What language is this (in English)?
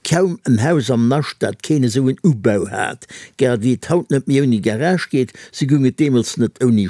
Luxembourgish